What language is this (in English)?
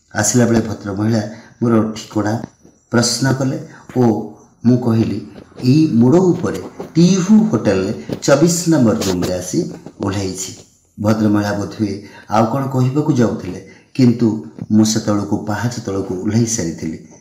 Odia